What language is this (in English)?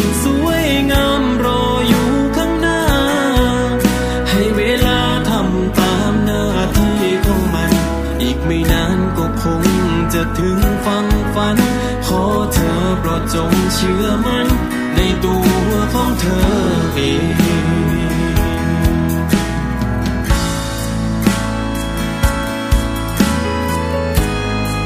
Thai